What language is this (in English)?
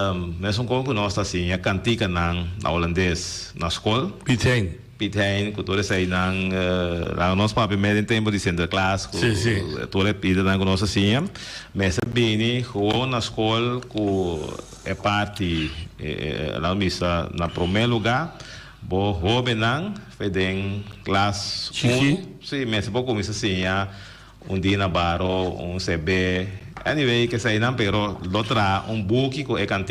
Papiamento